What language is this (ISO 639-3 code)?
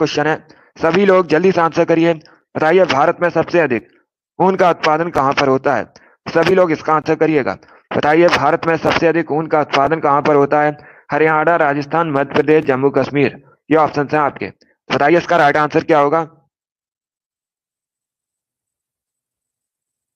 hin